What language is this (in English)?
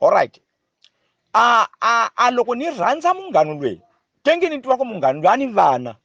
Tsonga